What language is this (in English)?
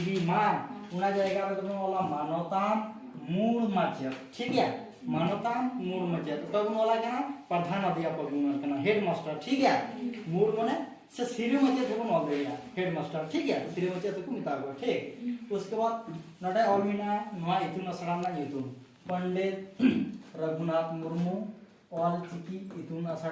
Santali